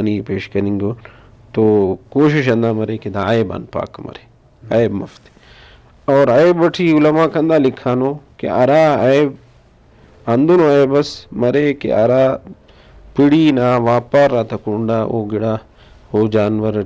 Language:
Brahui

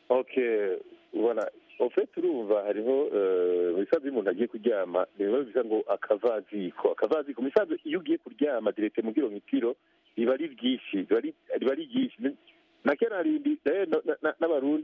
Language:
Rundi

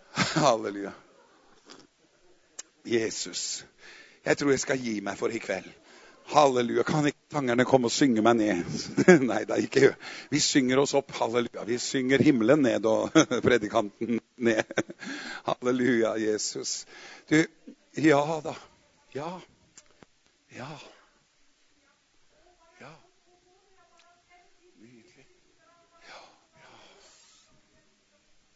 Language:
Norwegian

